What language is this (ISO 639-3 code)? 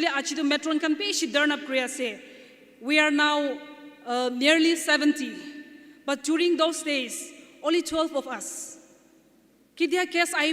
nag